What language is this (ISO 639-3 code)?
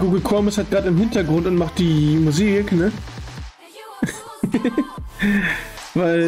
deu